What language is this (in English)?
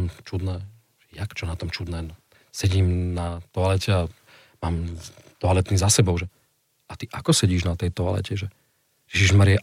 Slovak